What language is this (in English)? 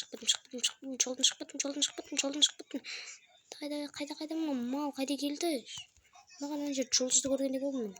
Kazakh